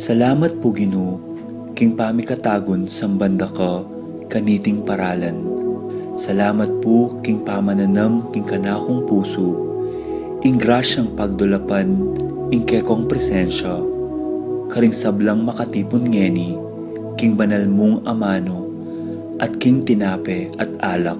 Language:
Pampanga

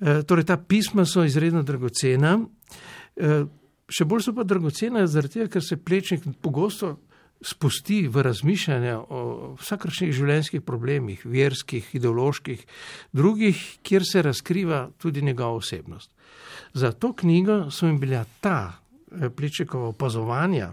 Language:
Slovenian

